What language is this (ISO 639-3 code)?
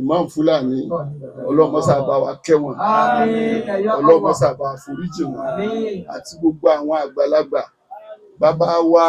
yor